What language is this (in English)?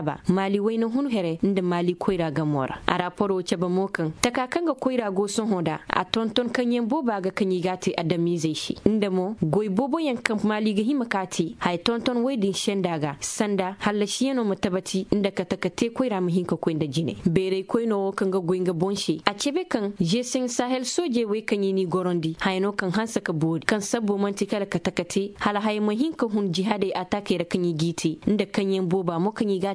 Koyraboro Senni